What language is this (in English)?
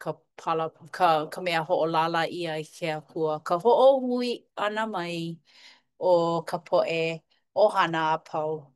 Hawaiian